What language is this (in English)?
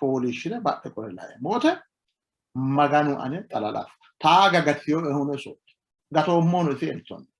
Sidamo